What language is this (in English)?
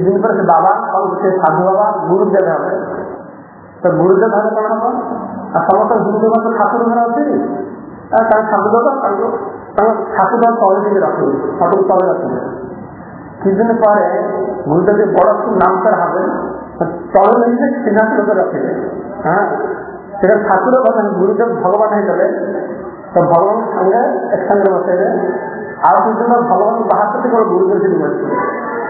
Odia